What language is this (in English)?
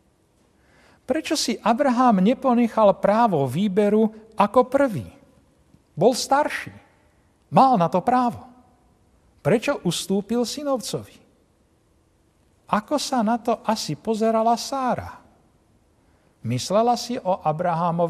Slovak